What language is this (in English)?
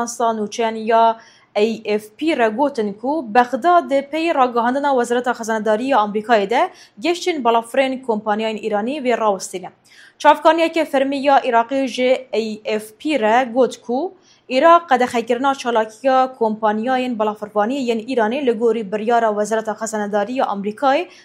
Kurdish